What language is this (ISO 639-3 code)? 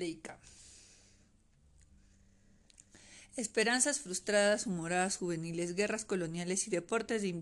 spa